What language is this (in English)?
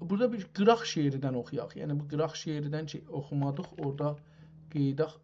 South Azerbaijani